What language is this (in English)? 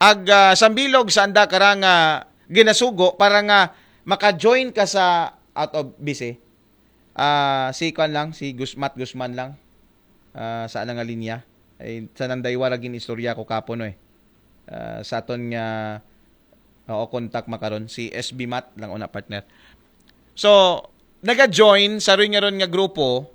Aklanon